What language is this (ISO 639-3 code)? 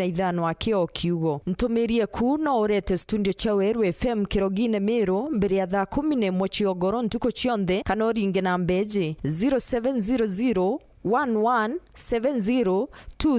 mer